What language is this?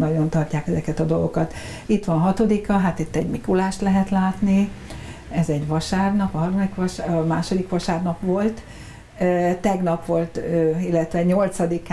Hungarian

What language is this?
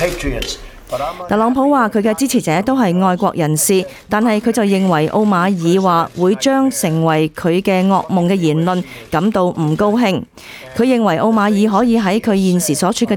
Cantonese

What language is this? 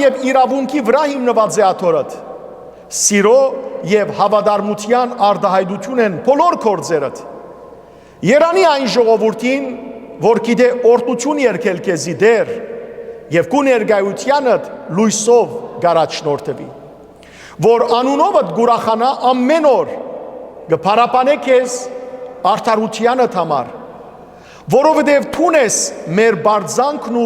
Western Armenian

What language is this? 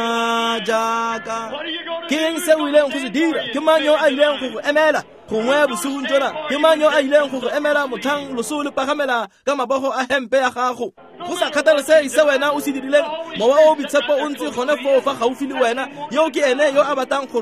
Tswana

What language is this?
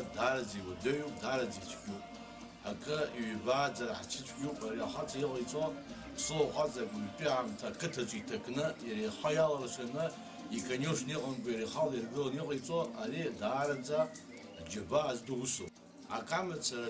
Abkhazian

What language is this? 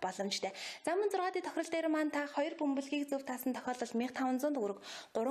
Mongolian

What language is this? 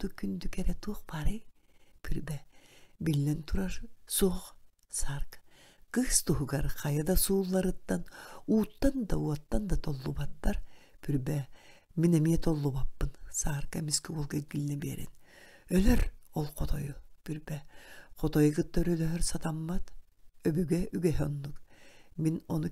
Yakut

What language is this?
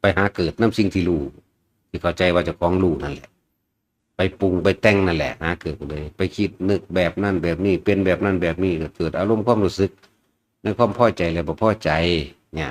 Northeastern Thai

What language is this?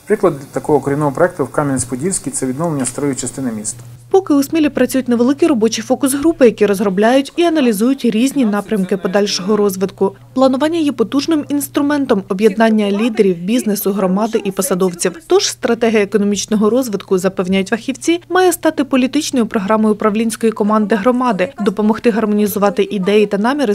Ukrainian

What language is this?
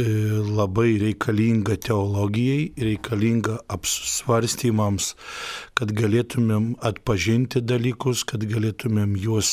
Lithuanian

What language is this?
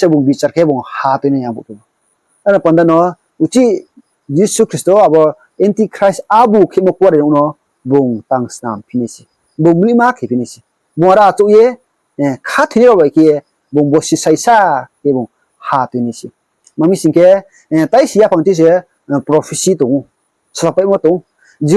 Riang (India)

